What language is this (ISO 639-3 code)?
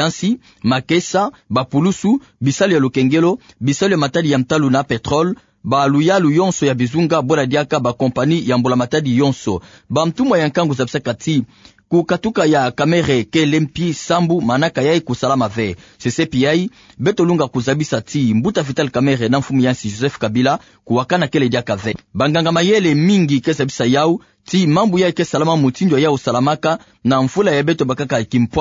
ktu